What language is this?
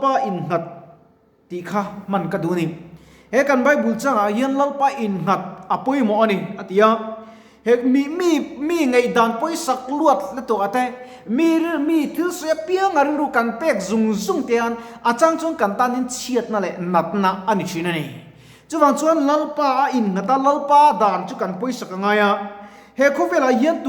Mizo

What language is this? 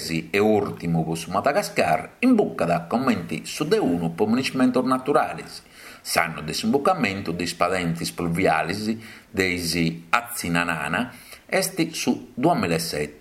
Sardinian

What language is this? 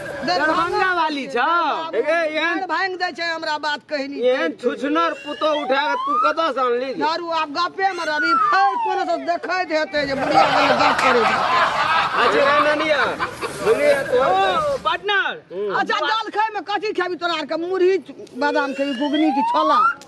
Maithili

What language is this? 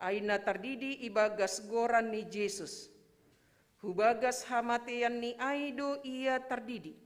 Batak Simalungun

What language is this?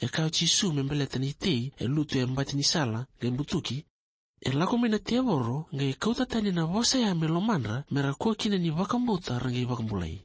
Fijian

